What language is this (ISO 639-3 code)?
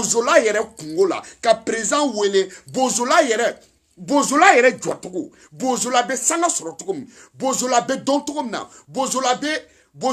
bam